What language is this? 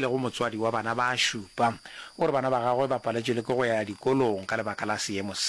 Northern Sotho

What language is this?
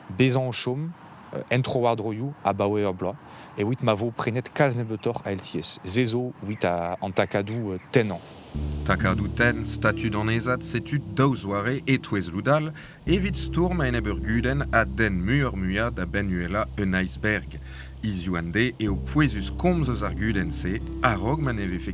Breton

